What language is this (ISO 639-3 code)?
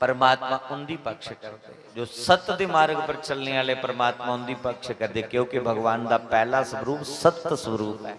doi